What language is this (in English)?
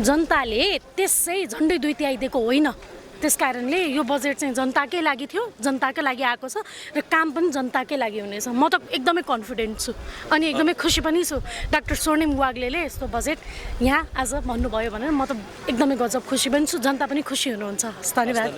Nepali